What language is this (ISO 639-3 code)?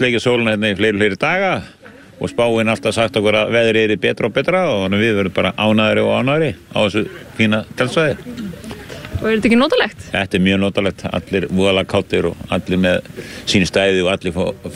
isl